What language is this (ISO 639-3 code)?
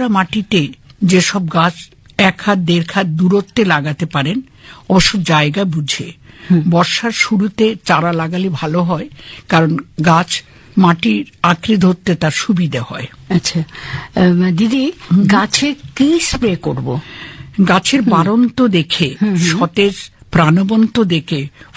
ben